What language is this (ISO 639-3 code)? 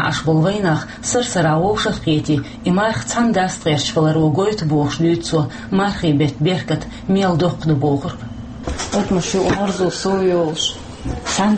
che